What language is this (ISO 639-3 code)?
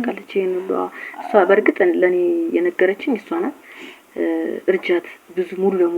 amh